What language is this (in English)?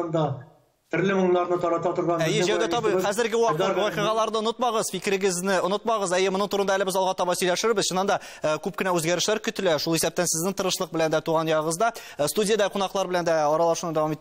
Tatar